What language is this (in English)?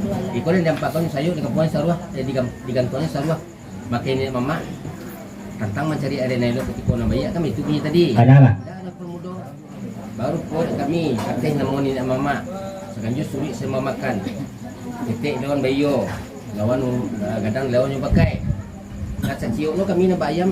Minangkabau